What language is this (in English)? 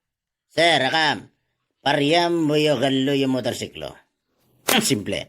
Itawit